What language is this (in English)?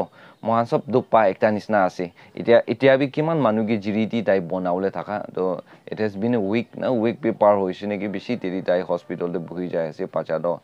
Naga Pidgin